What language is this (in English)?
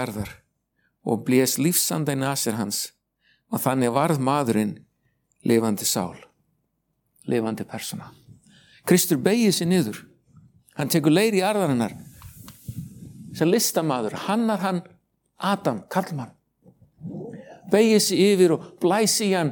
Icelandic